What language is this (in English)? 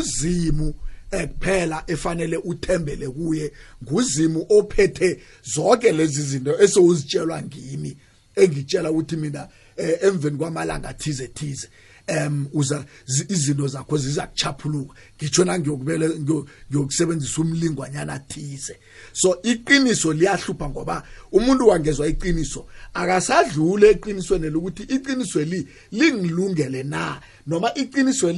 South Ndebele